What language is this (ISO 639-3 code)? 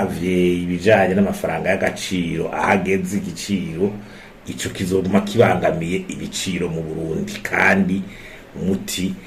run